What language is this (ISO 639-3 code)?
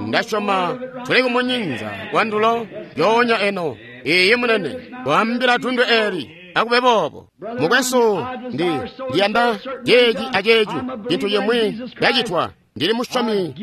toi